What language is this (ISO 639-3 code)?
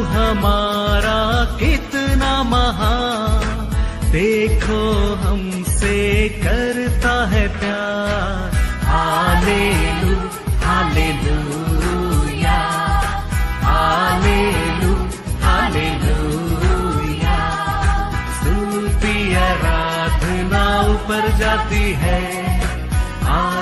hin